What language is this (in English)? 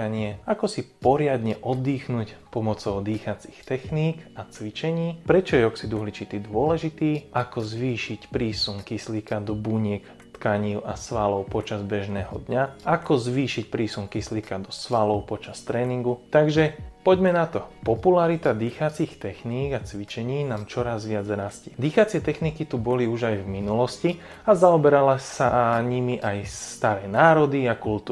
Slovak